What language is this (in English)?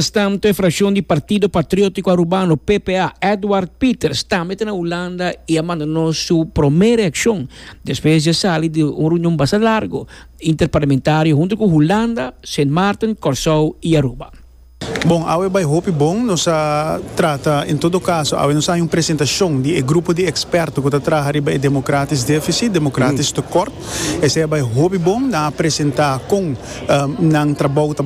Papiamento